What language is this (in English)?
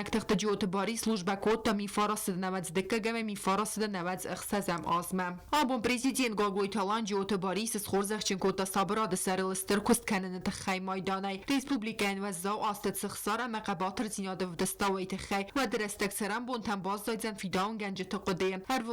Ossetic